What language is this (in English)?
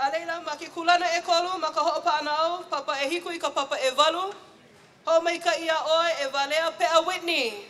Hawaiian